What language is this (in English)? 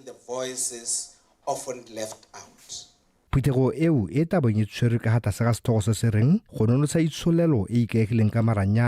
Tswana